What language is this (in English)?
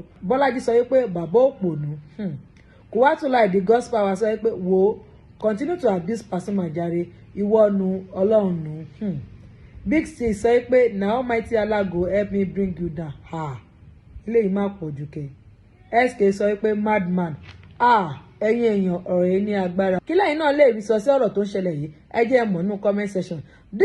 Yoruba